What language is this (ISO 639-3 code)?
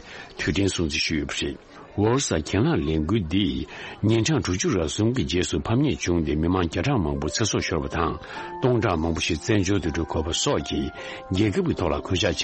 bod